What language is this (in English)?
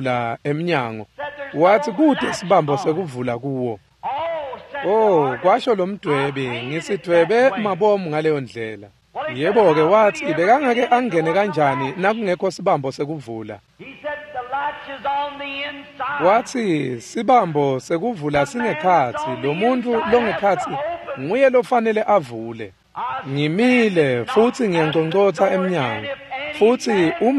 Swati